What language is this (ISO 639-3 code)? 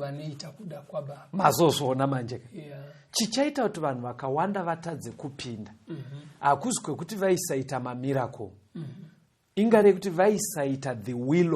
sna